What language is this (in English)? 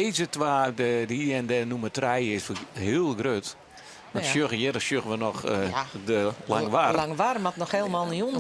Western Frisian